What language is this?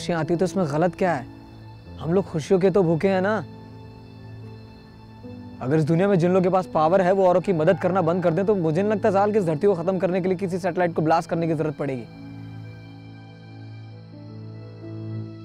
Hindi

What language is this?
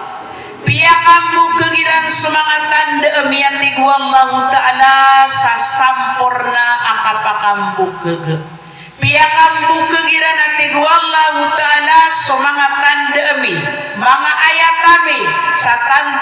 Maranao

